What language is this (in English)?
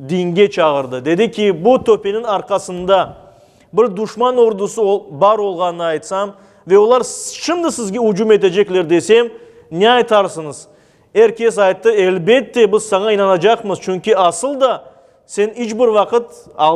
Crimean Tatar